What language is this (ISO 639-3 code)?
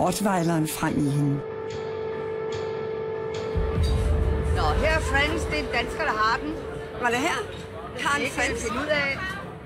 dan